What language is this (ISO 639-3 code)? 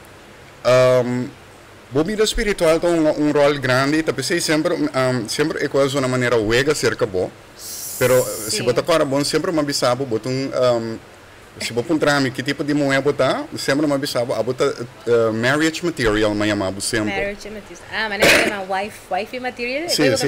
pap